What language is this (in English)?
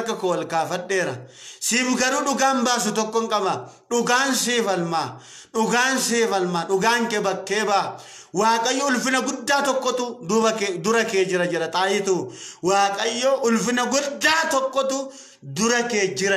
Oromo